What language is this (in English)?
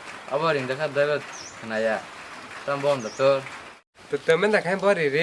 Kok Borok